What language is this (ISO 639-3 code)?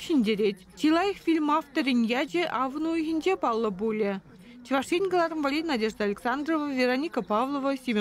chv